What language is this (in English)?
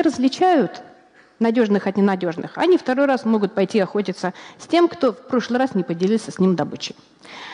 Russian